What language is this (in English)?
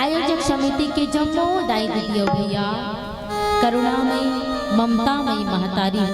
Chhattisgarhi